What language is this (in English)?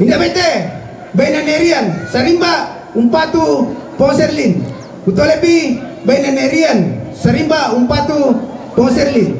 Toraja-Sa'dan